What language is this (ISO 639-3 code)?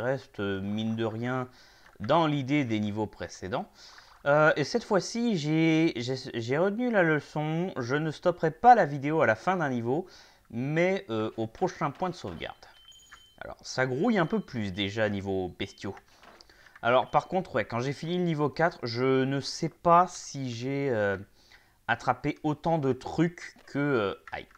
fra